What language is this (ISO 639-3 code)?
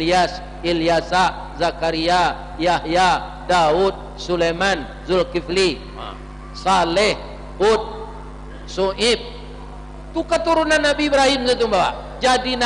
min